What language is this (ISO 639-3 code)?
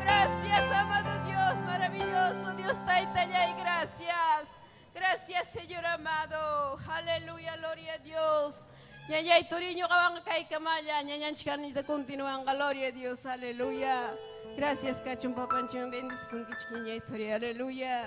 quy